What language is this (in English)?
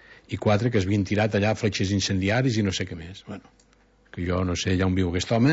Catalan